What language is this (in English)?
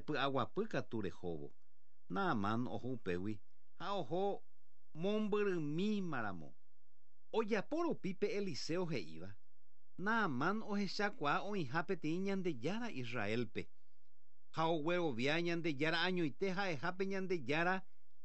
Guarani